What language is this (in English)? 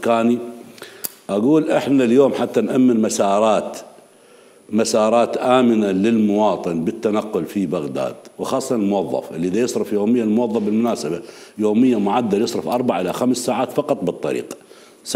Mesopotamian Arabic